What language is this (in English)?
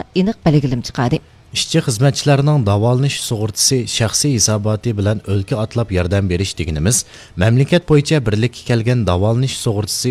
Uyghur